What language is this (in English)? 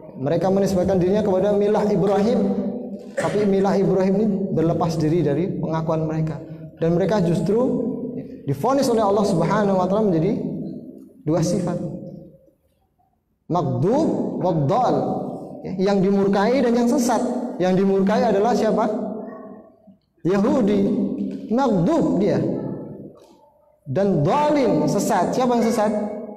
Indonesian